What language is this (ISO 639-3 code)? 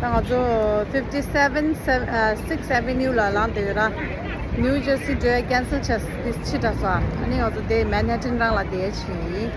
bod